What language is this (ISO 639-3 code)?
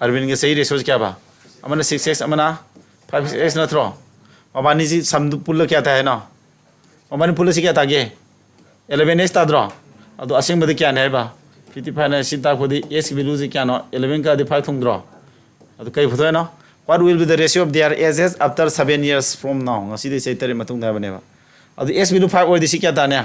mni